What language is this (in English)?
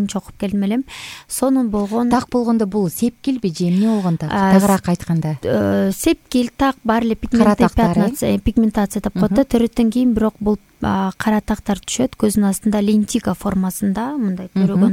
Kyrgyz